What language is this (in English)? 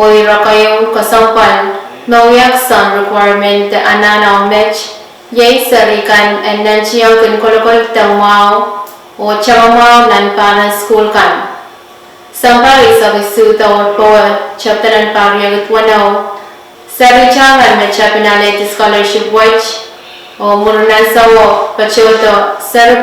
Pohnpeian